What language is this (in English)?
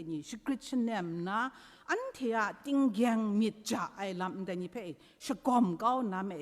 Kachin